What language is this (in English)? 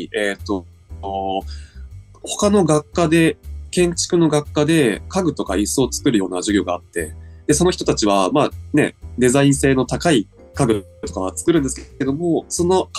Japanese